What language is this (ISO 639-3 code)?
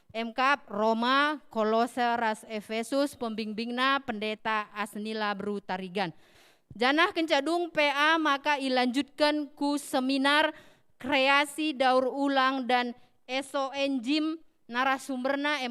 btx